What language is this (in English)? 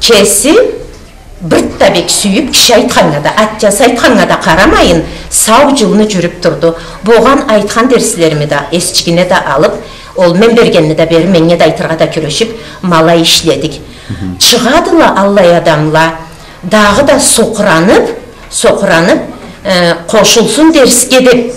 Karachay-Balkar